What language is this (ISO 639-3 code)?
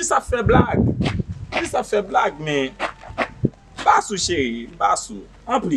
hat